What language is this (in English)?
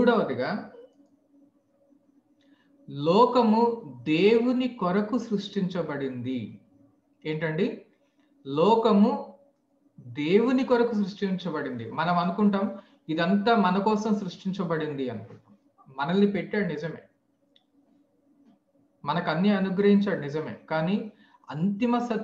Telugu